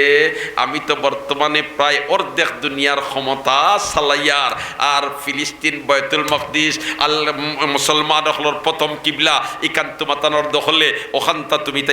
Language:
Sylheti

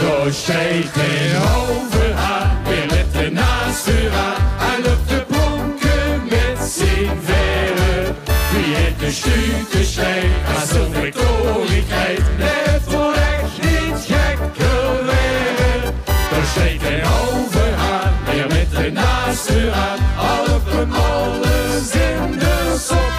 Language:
Limburgish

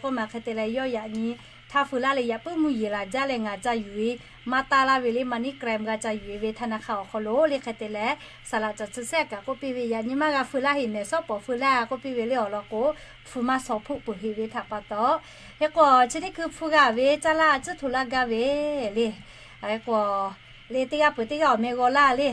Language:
Lahu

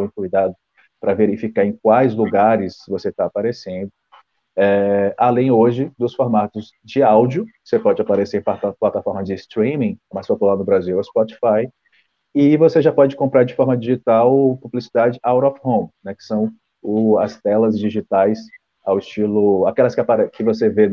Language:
Portuguese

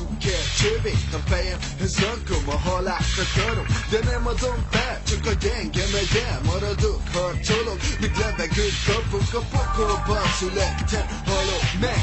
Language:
Hungarian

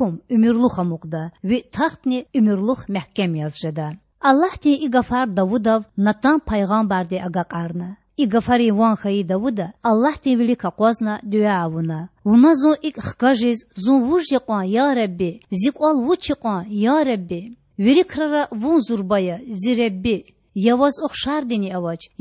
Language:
Lezghian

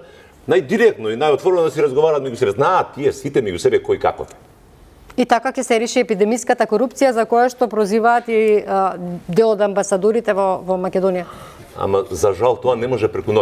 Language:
Macedonian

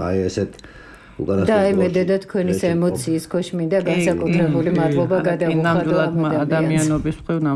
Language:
Georgian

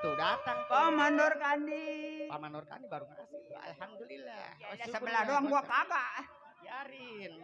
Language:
Betawi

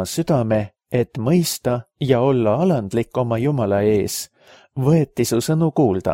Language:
Estonian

